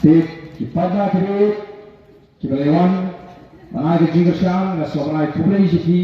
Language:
Khasi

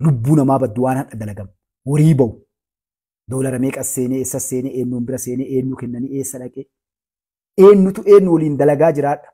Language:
Oromo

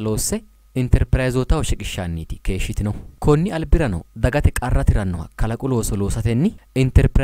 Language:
Sidamo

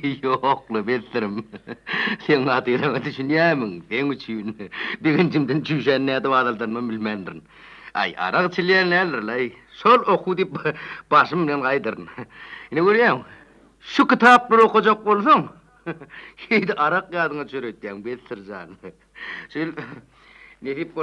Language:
Turkmen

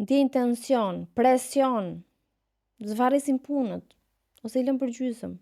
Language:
Albanian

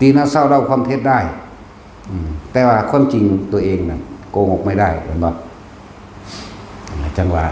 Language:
Northeastern Thai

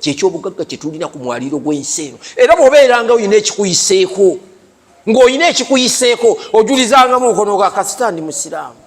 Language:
Ganda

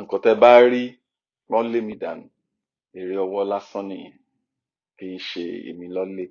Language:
Yoruba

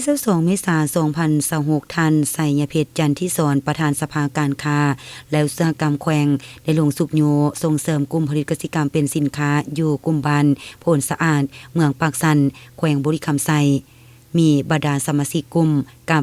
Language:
Lao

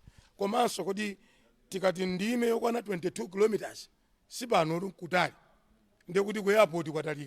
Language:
Nyanja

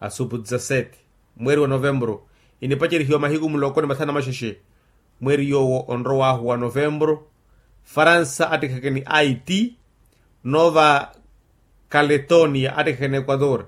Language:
Makhuwa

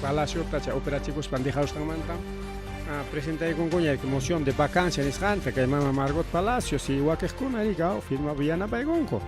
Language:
Ayacucho Quechua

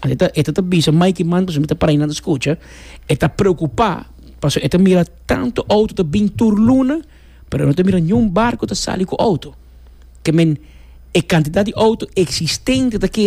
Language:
Papiamento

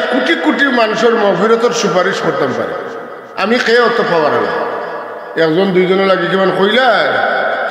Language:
Sylheti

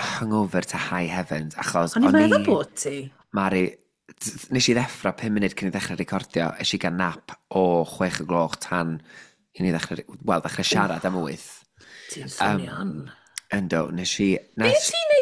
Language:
Welsh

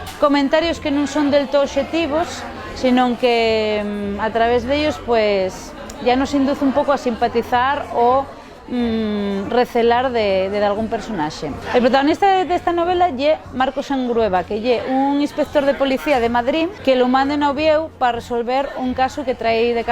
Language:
Asturian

